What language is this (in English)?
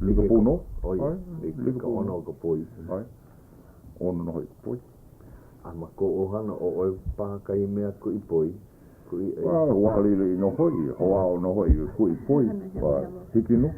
Hawaiian